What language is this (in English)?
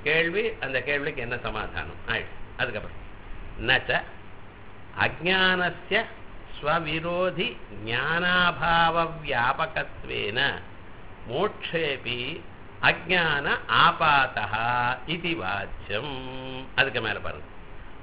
Tamil